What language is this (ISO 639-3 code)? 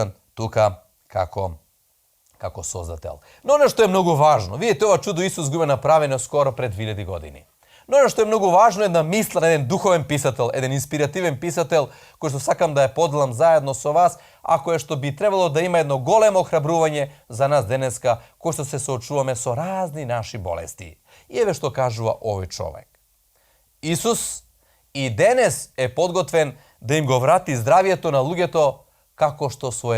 mkd